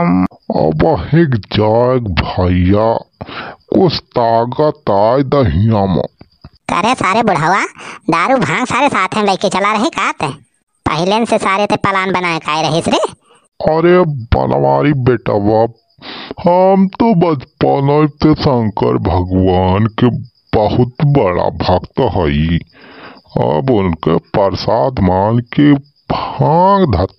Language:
Awadhi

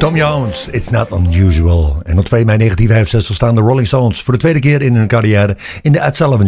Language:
Dutch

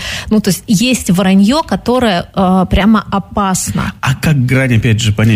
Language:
Russian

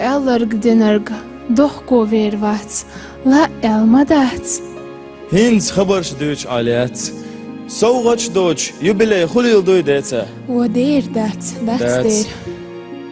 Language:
Chechen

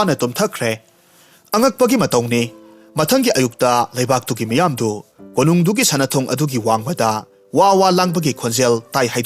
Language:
Manipuri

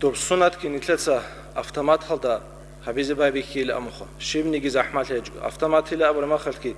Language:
Avaric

